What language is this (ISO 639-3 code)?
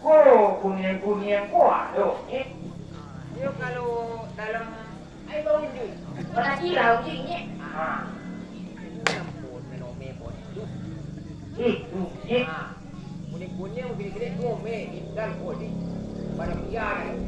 min